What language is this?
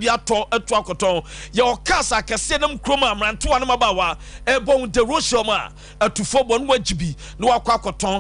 Akan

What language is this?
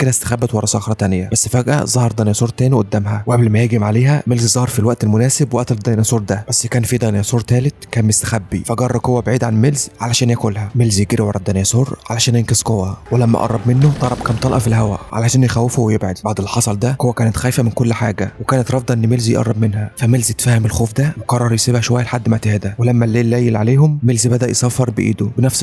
Egyptian Arabic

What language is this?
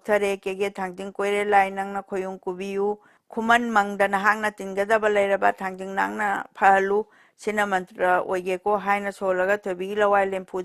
Manipuri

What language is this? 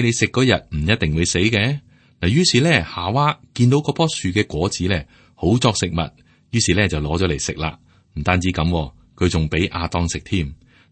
Cantonese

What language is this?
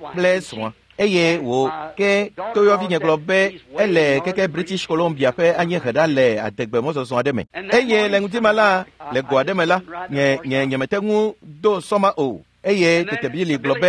Ewe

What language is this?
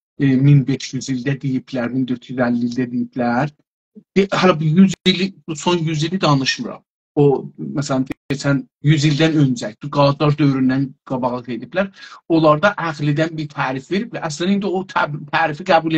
South Azerbaijani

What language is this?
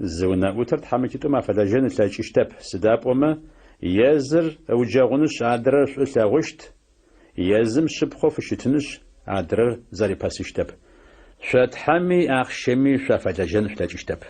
Adyghe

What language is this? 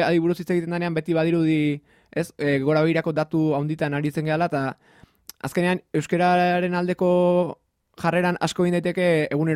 Basque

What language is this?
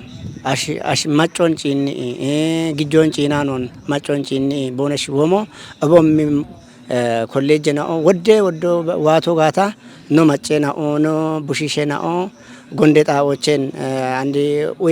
Kafa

